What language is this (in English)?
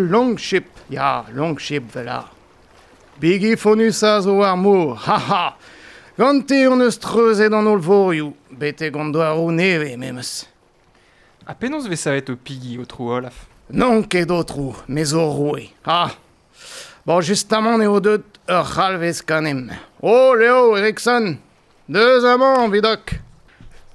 Breton